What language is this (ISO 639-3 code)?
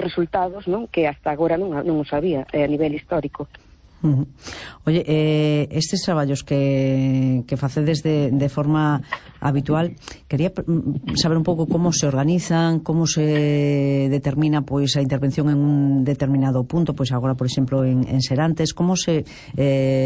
glg